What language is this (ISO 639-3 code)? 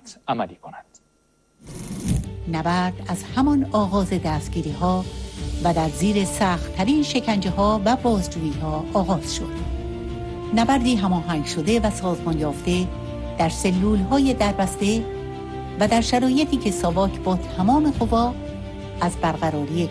fas